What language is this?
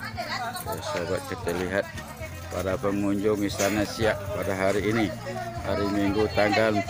Indonesian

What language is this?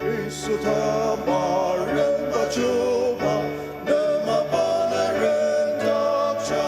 Ao Naga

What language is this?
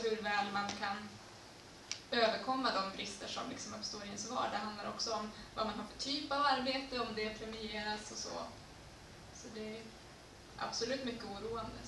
Swedish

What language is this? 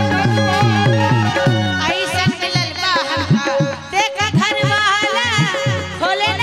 Bhojpuri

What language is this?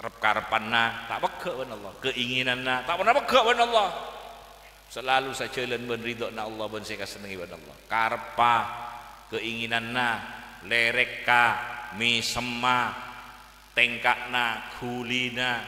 Madurese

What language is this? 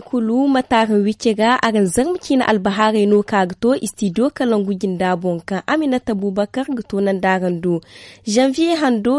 Zarma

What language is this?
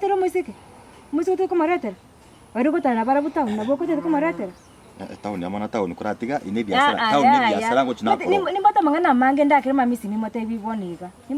Gusii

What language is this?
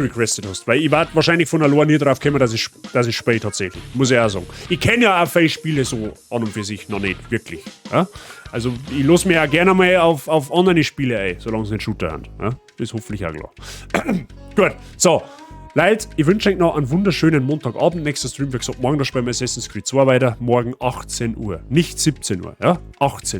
Bavarian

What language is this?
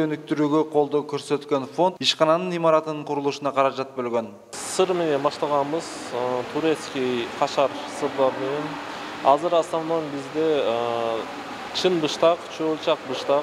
Kyrgyz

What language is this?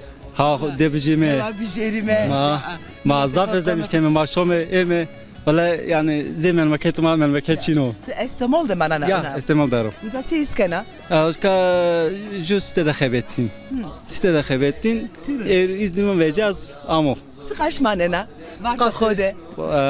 Zaza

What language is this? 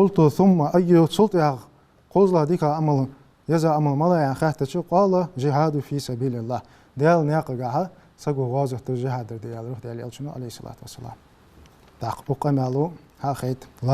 Ingush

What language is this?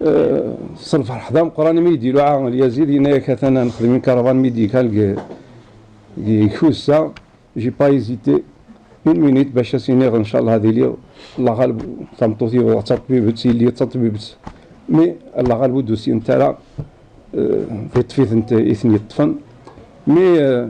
Kabyle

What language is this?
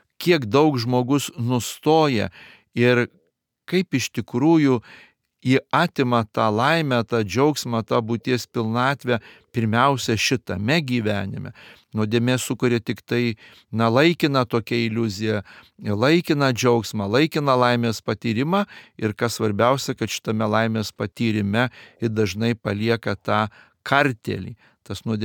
Lithuanian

